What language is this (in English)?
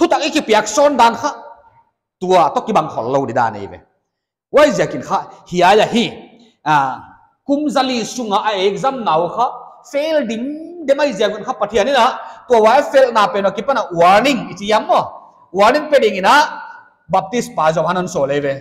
Paite Chin